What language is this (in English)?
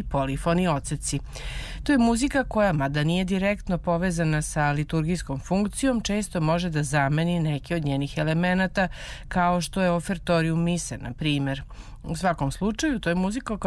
Serbian